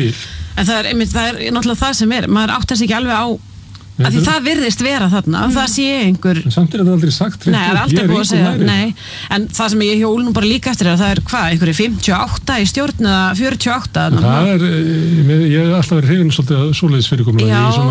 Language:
Icelandic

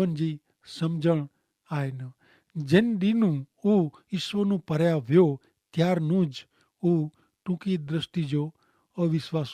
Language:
Kachhi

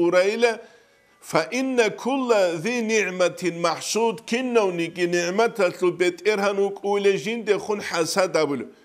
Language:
Avaric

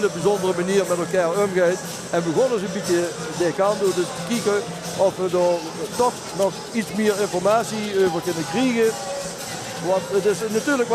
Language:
Limburgish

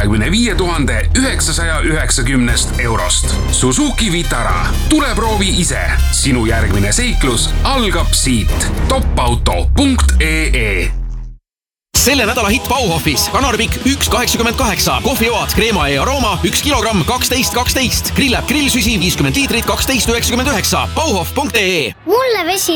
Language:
Estonian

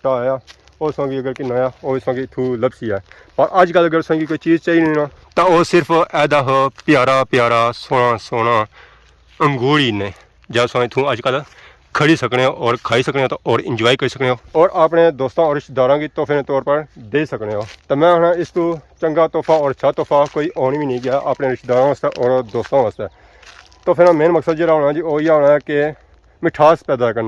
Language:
Pahari-Potwari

